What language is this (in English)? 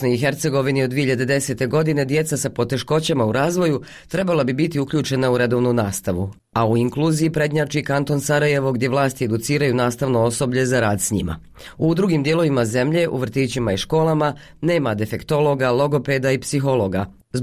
Bosnian